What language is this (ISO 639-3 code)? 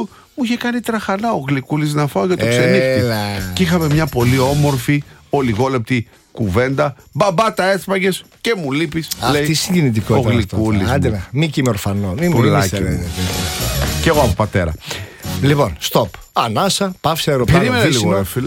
ell